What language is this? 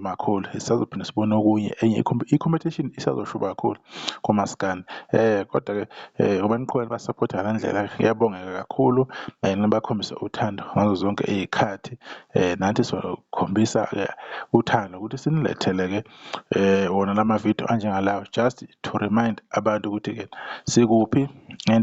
Zulu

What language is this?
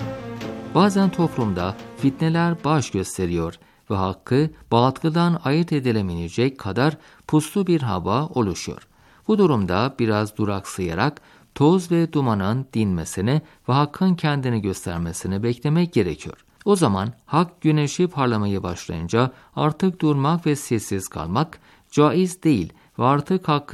Turkish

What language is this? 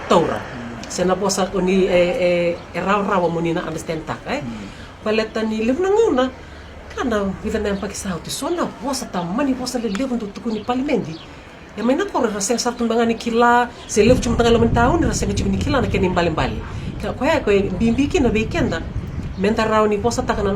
Fijian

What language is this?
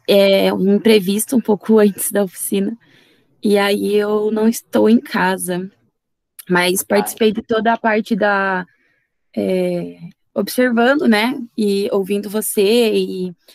Portuguese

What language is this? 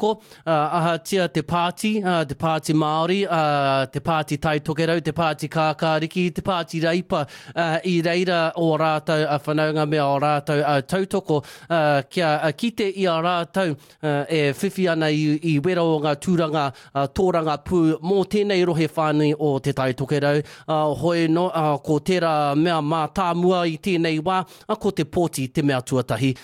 Māori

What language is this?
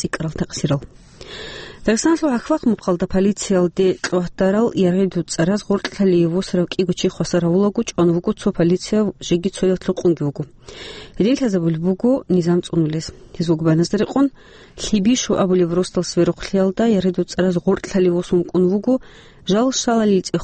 Avaric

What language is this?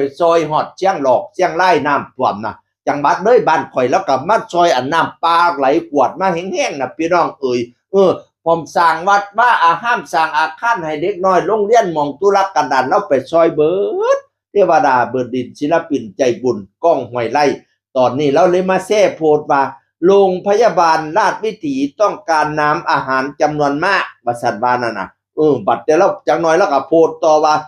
Northeastern Thai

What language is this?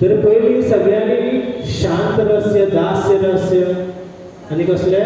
Konkani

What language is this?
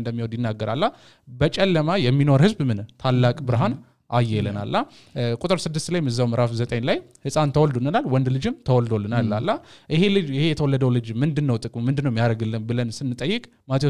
Amharic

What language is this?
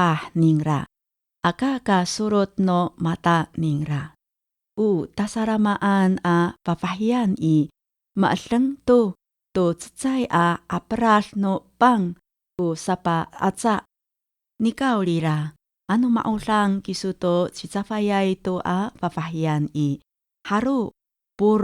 Amis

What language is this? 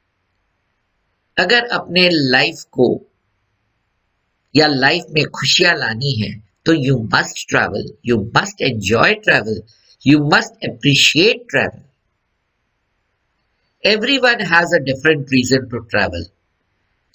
Hindi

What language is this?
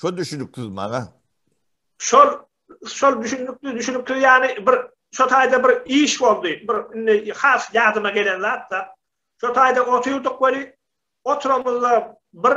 Turkmen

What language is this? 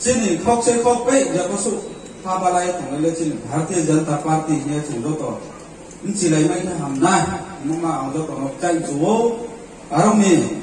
Riang (India)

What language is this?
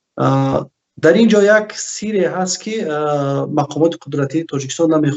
Tajik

